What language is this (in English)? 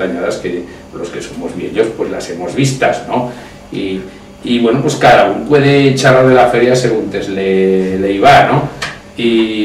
Aragonese